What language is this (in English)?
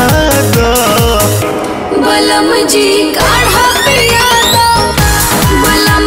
Bhojpuri